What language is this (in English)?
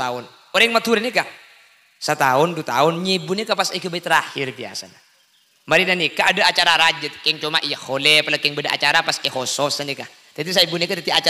Madurese